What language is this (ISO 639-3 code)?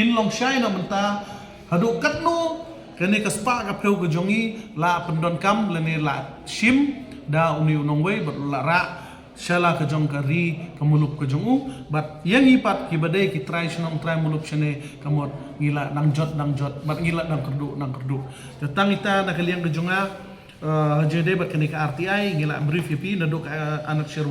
kha